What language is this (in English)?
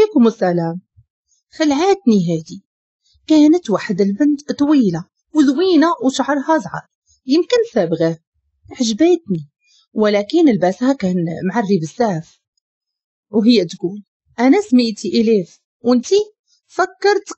Moroccan Arabic